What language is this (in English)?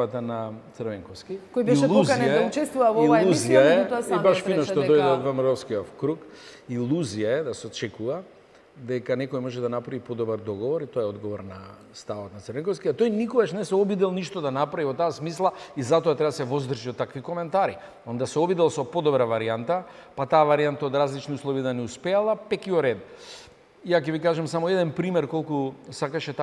Macedonian